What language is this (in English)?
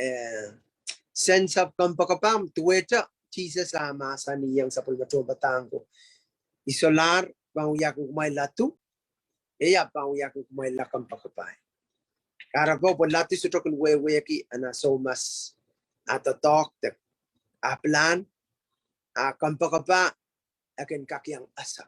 Pohnpeian